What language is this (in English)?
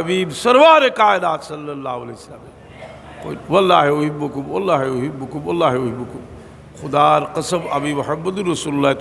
Sylheti